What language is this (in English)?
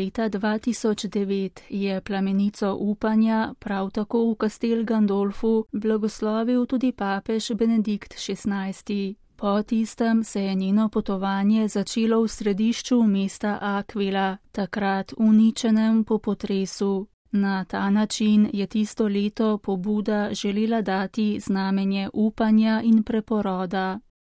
Slovenian